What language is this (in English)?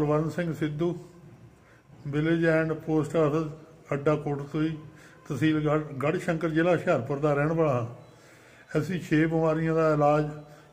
Punjabi